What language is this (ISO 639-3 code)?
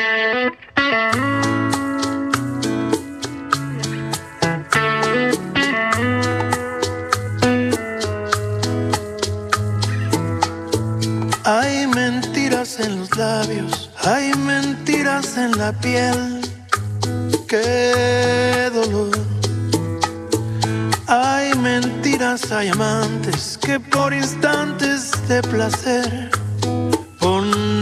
spa